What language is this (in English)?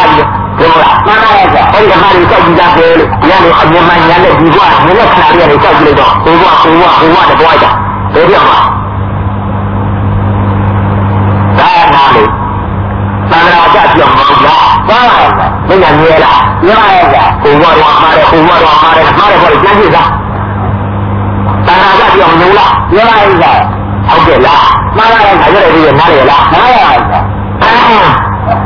Burmese